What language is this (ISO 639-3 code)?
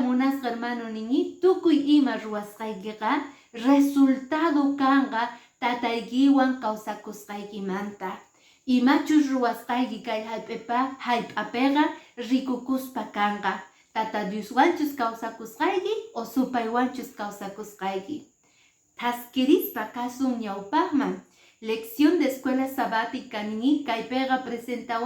que